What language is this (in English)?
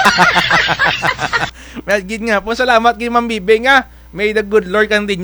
Kinaray-a